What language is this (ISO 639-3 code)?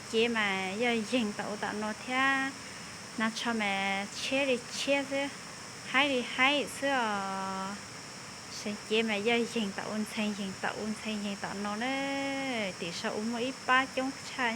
hmn